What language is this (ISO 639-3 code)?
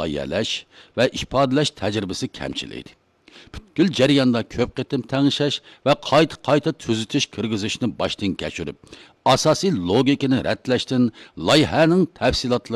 uig